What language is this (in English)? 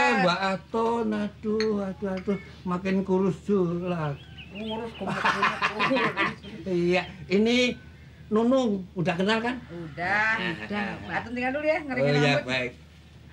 Betawi